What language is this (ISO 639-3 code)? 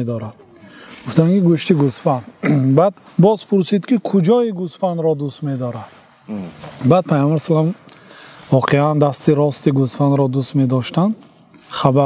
tgk